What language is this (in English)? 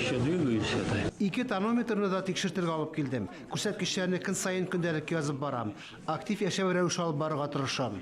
Tatar